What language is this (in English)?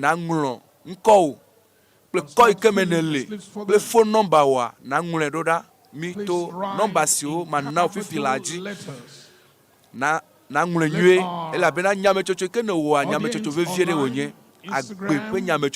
Ewe